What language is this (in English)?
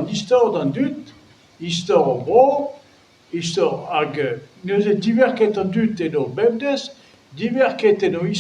Breton